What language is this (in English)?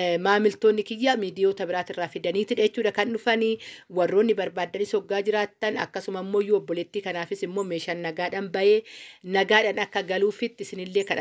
Oromo